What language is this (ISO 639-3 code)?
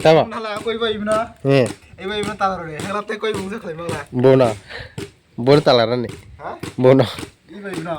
trp